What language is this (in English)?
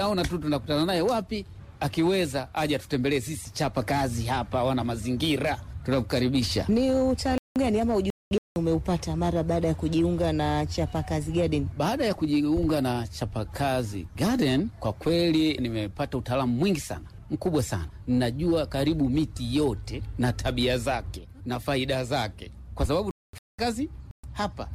Swahili